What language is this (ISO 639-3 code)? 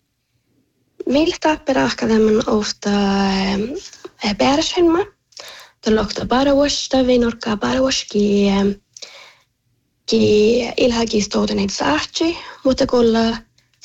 sme